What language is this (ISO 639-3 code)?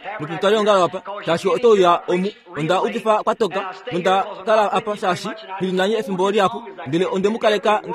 kua